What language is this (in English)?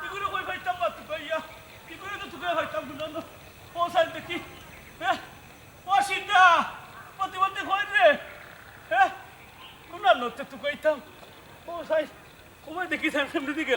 Sylheti